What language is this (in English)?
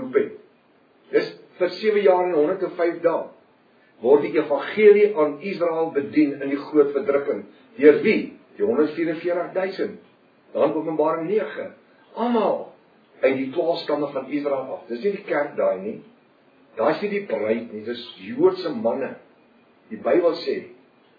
Afrikaans